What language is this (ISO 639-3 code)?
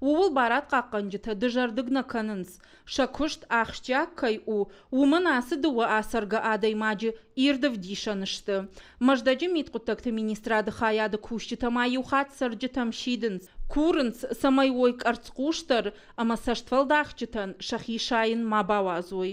oss